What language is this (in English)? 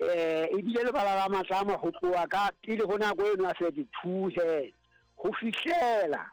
Southern Sotho